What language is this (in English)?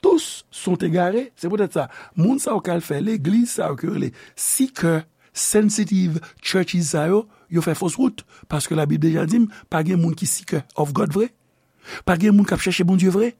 Haitian Creole